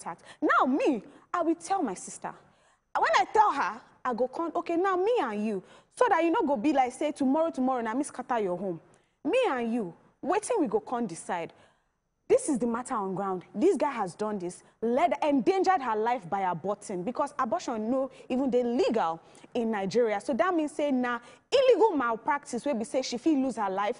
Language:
Nigerian Pidgin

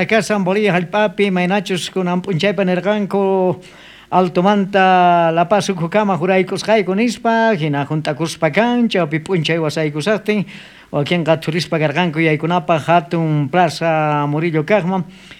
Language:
South Bolivian Quechua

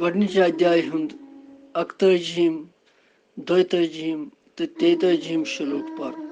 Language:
Kashmiri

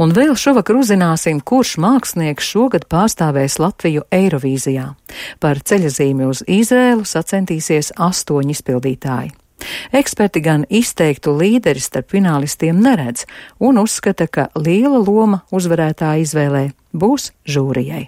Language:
Latvian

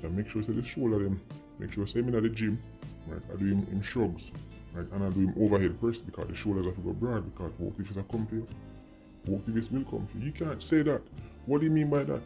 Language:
Jamaican Creole English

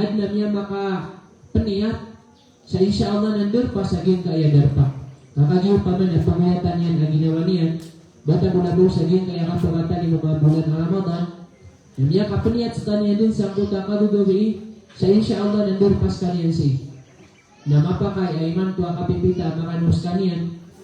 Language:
Maranao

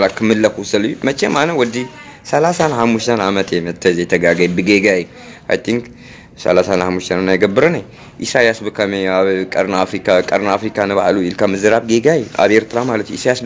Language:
Tigrinya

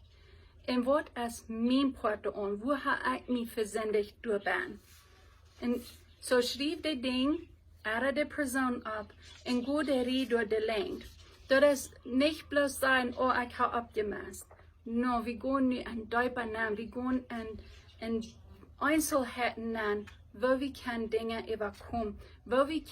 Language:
Plautdietsch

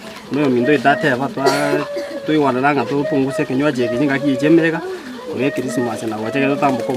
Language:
Gusii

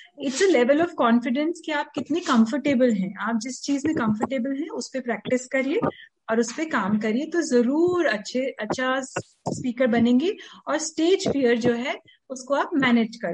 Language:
Hindi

